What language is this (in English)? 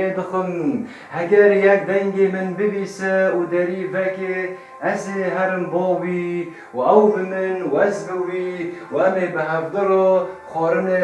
Kurdish